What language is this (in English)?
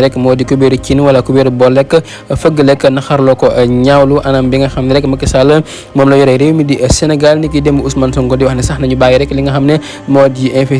Wolof